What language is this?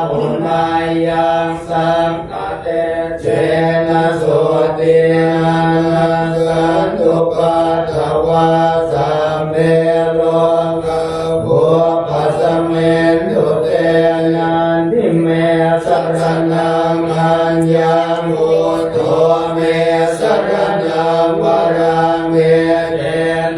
Pali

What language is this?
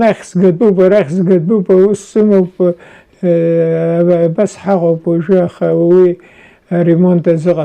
Abkhazian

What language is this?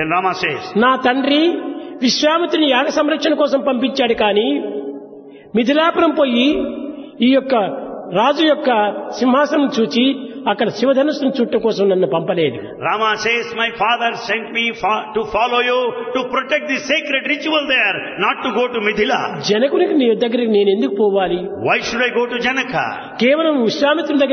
Telugu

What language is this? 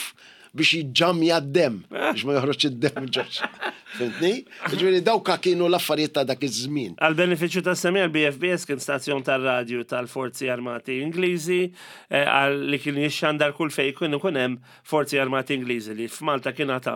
Maltese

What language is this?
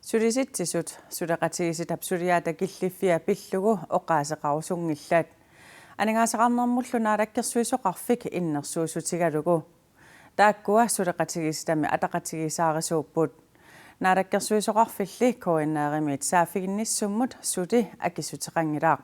Kalaallisut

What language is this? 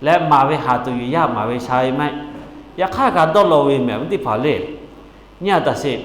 Lahu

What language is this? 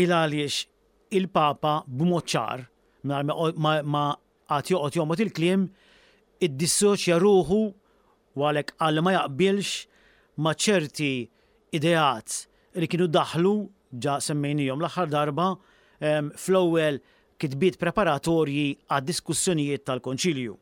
Maltese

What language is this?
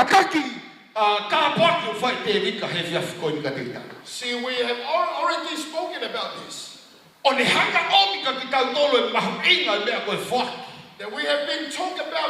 Tongan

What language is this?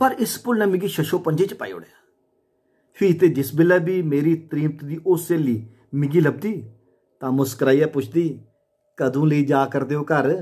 Dogri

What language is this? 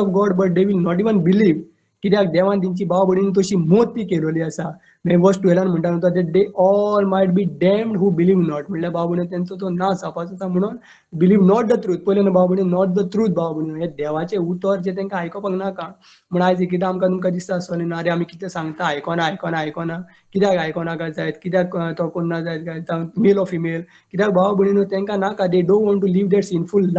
Konkani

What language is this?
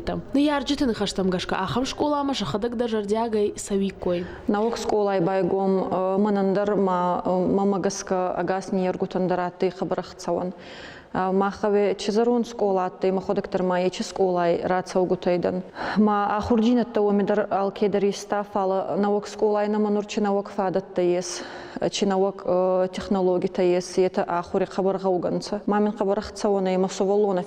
Ossetic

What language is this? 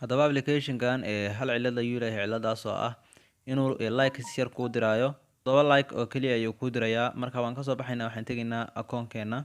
Somali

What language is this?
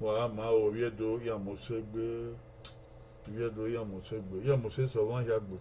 Bini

